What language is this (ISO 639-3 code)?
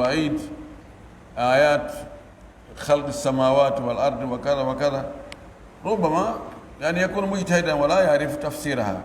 fuf